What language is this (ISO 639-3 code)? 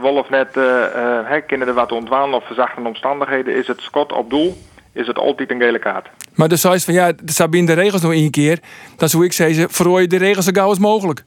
fry